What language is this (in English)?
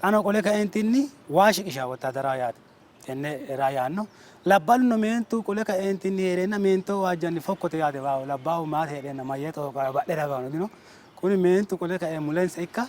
Sidamo